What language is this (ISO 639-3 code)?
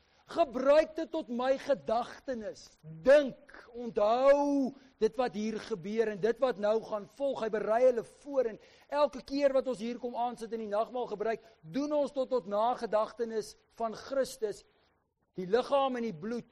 afr